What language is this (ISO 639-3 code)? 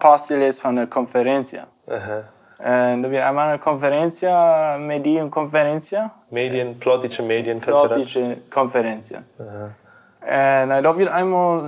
pdt